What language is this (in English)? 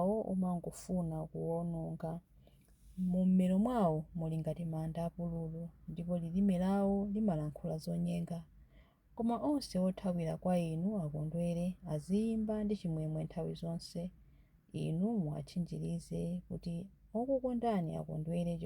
Nyanja